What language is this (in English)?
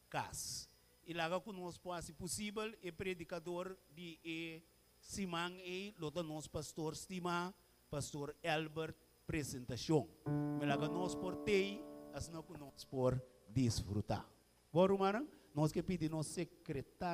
Papiamento